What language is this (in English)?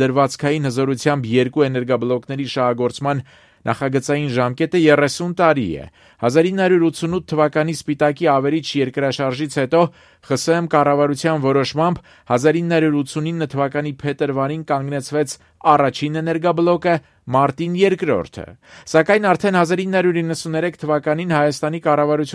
Armenian